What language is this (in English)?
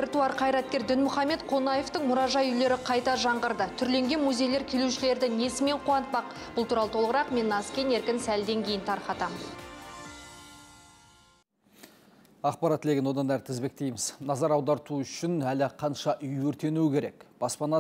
Kazakh